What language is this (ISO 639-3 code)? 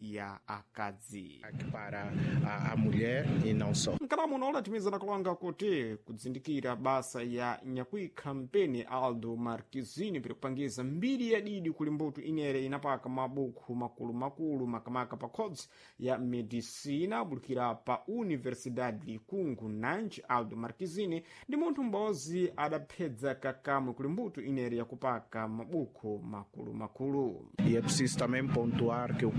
seh